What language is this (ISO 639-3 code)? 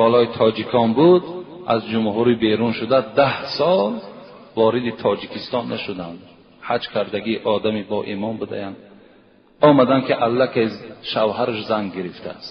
tgk